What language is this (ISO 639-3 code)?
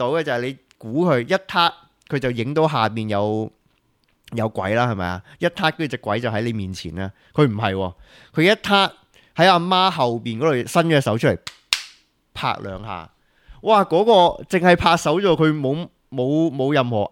yue